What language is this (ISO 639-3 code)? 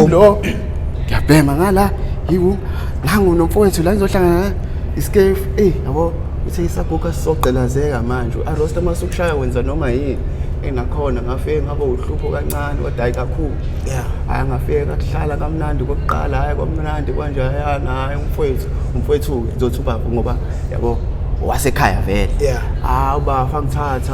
zul